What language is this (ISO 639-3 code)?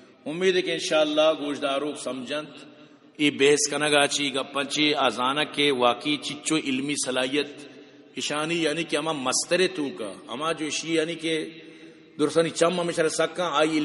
bgp